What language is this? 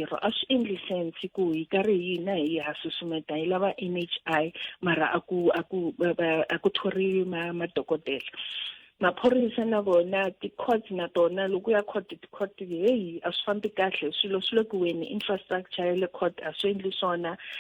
Tsonga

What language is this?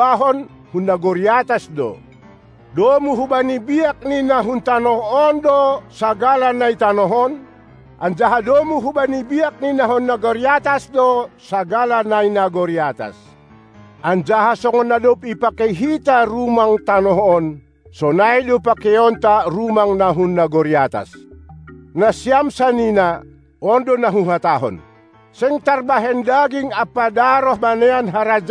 Batak Simalungun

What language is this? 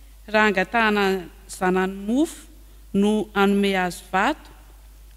Malagasy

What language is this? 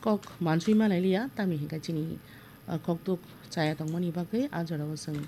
Kok Borok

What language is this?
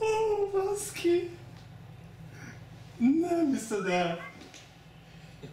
Hungarian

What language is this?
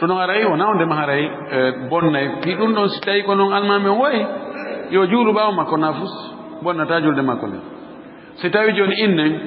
Fula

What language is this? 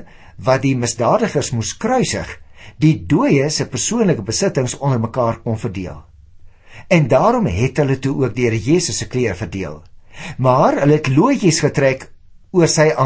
Afrikaans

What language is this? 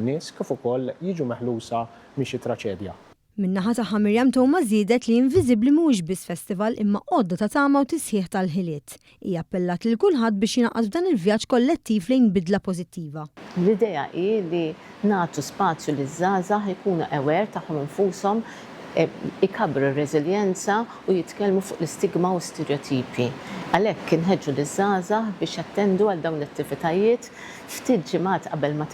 Maltese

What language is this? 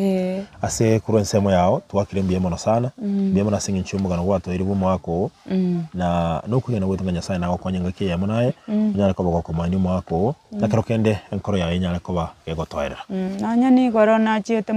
Gusii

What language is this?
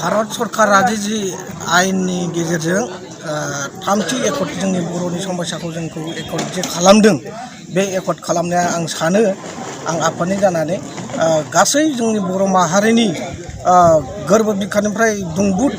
Bodo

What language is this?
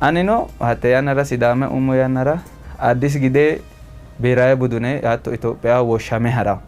Sidamo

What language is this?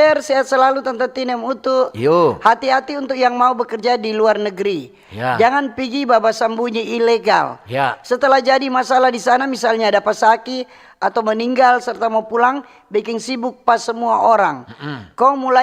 Manado Malay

